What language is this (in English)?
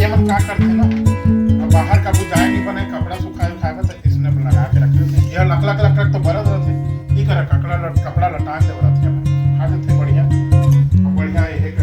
Chhattisgarhi